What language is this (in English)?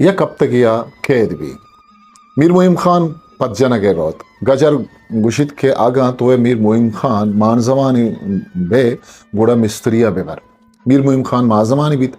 Eastern Balochi